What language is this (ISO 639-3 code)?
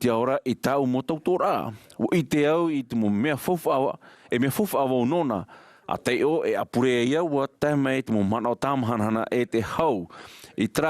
tah